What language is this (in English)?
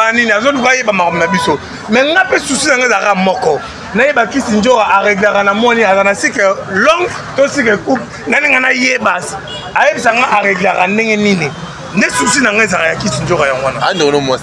Lingala